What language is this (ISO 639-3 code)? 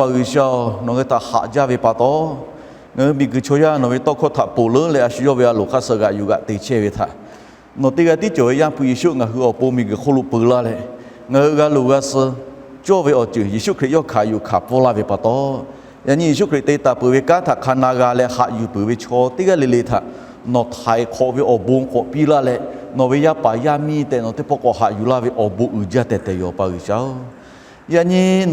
lhu